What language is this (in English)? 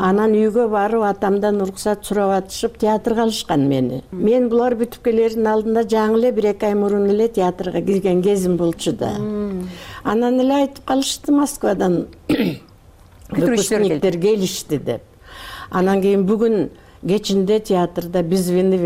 Kyrgyz